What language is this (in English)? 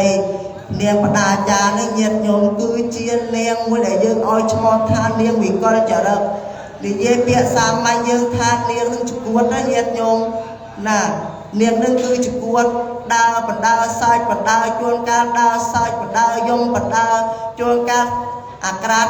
Khmer